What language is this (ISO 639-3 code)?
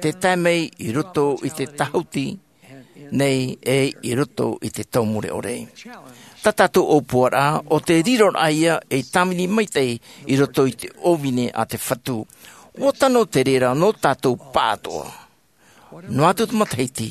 tah